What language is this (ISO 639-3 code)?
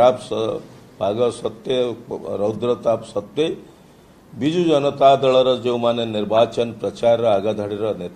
ori